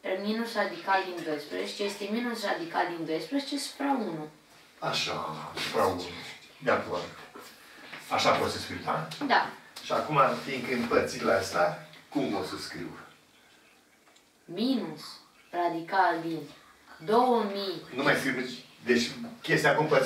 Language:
Romanian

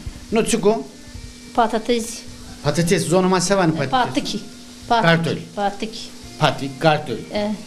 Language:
Zaza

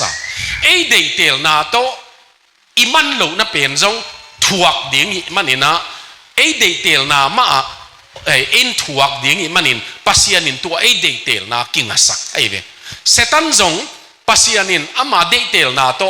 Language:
Tedim Chin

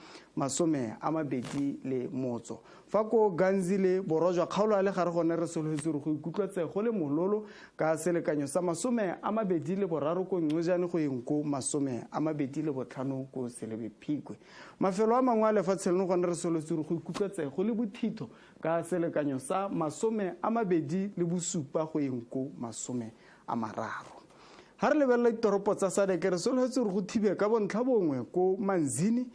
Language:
Tswana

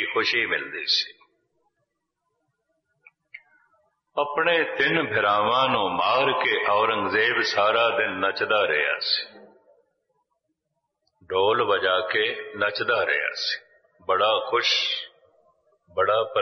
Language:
Punjabi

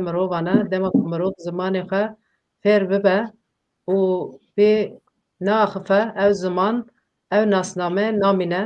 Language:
Kurdish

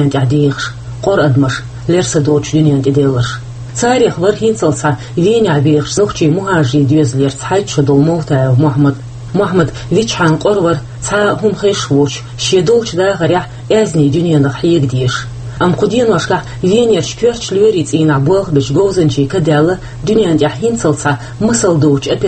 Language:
Chechen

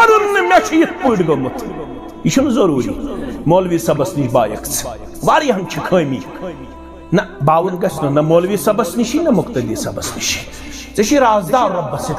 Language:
Kashmiri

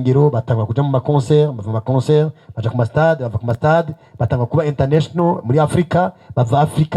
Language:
Rundi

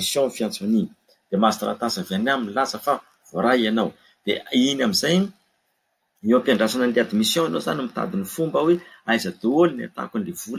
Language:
Malagasy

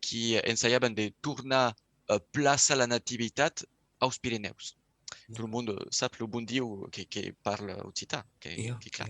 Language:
Occitan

